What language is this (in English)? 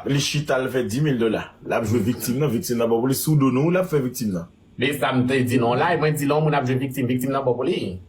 Haitian Creole